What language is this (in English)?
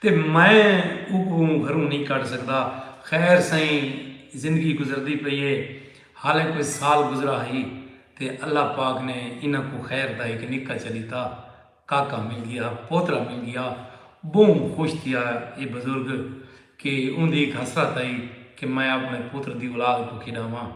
Saraiki